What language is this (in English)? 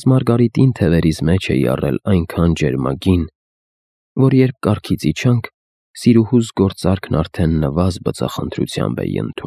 Armenian